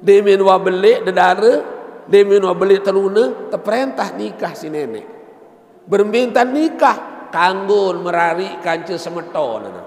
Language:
Sasak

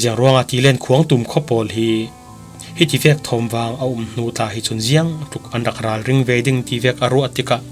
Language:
Falam Chin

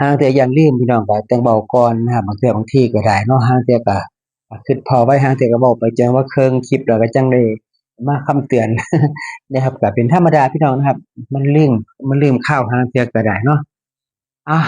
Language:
Northeastern Thai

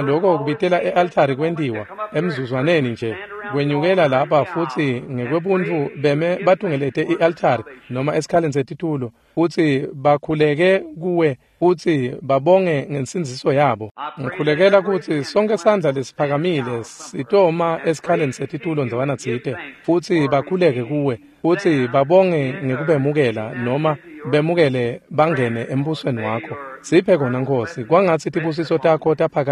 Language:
Swati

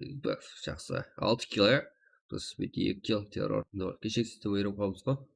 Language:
Kara-Kalpak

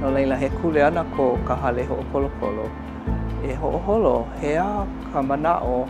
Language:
Hawaiian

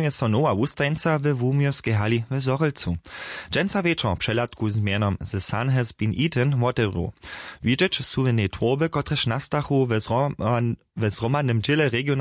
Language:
Upper Sorbian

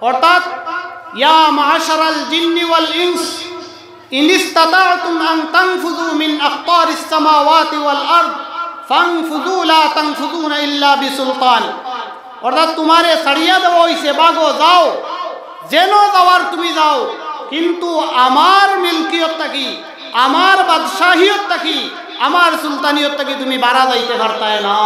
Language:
Sylheti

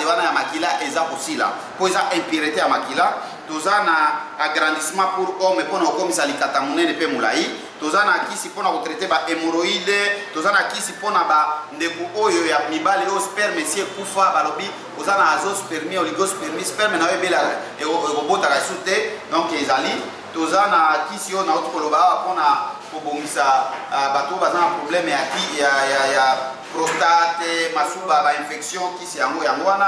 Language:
Lingala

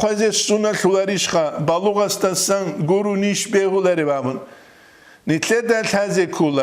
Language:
Avaric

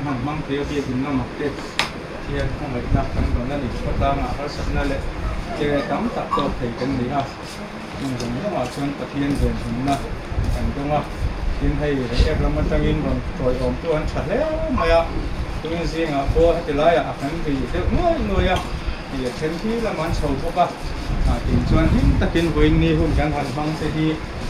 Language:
Mizo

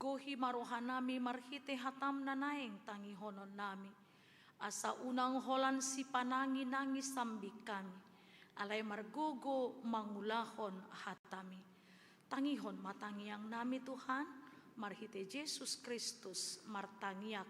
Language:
Batak Toba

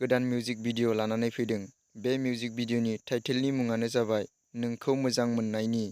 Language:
Bodo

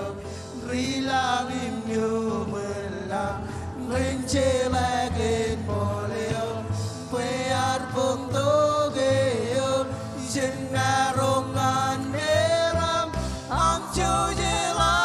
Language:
Marshallese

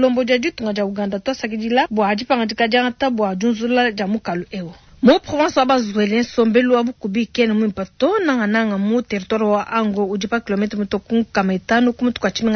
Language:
Luba-Lulua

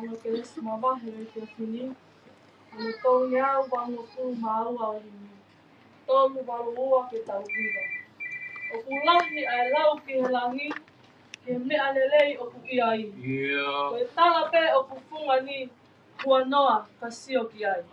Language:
Tongan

